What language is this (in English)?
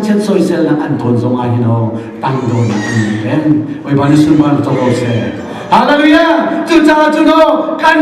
Hakha Chin